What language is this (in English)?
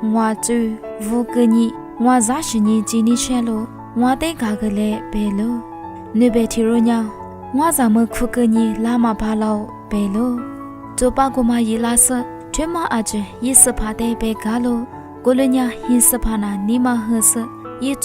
Lisu